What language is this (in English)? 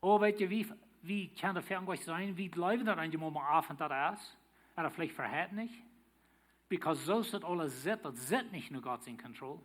Plautdietsch